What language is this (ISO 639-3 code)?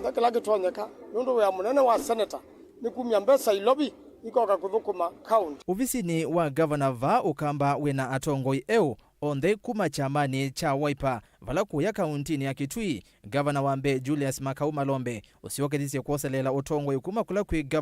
kam